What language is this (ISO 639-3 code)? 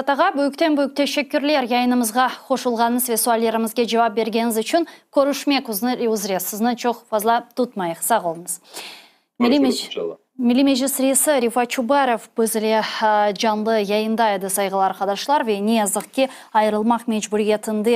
crh